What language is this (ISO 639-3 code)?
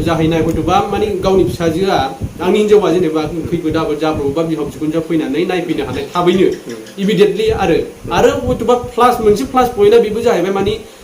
brx